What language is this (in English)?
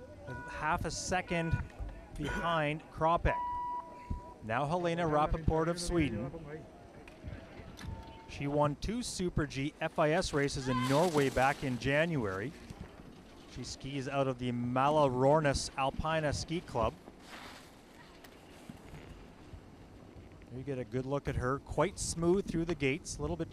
English